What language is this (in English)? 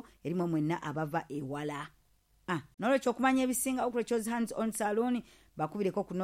Ganda